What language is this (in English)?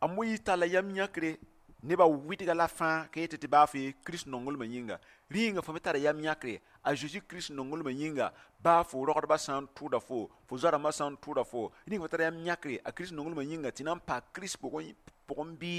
Mossi